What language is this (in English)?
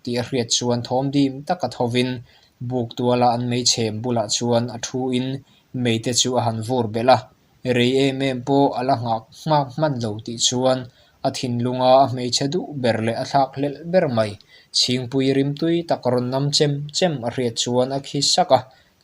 Mizo